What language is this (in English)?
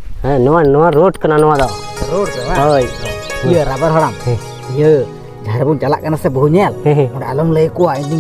Santali